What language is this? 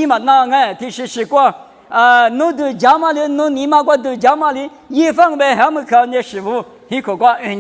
Lisu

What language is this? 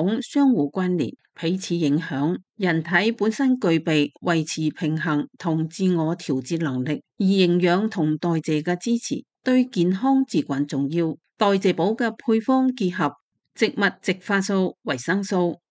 Cantonese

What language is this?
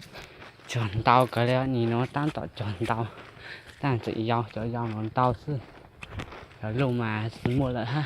Hmong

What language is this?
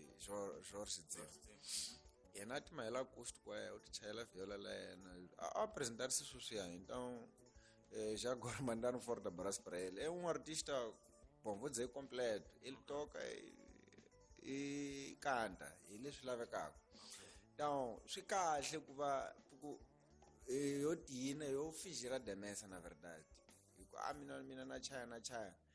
Tsonga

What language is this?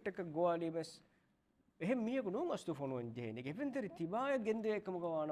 Divehi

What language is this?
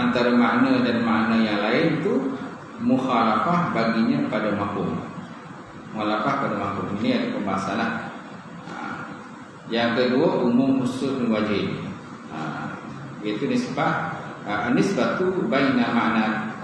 Malay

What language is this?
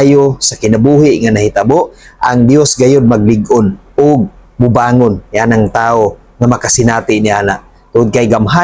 Cebuano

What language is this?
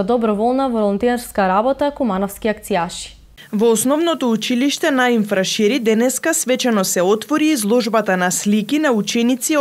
Macedonian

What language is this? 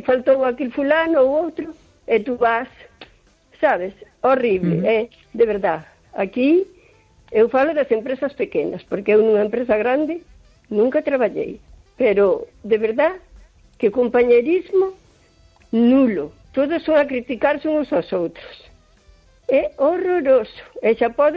Galician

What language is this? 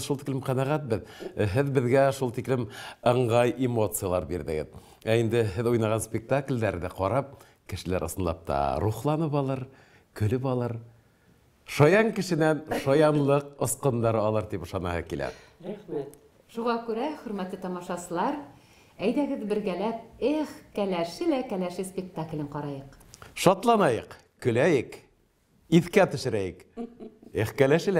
Bashkir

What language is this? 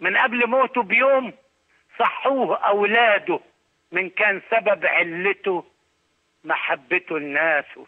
Egyptian Arabic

